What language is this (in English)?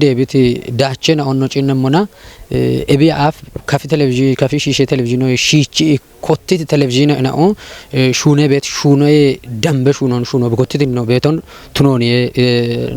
Kafa